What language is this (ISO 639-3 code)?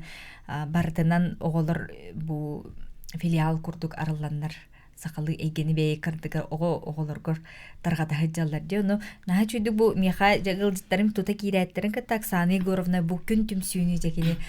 sah